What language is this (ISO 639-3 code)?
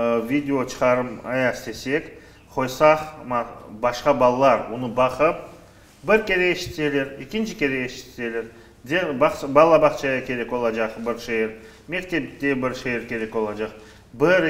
crh